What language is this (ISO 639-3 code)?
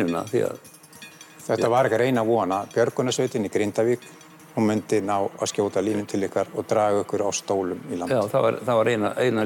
isl